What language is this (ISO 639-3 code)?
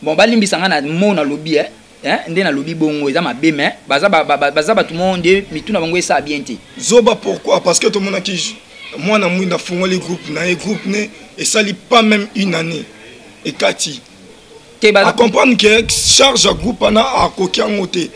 lin